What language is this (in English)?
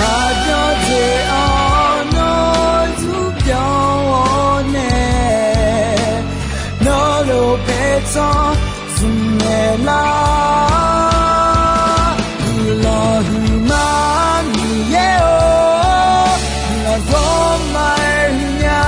Akha